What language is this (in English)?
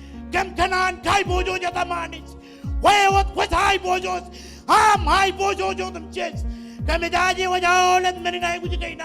Marshallese